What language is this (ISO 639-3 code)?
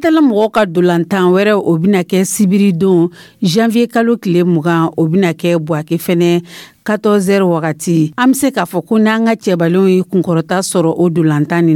dyu